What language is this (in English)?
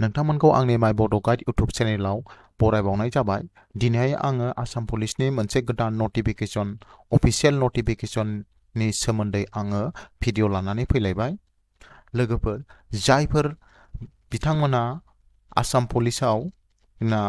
Bodo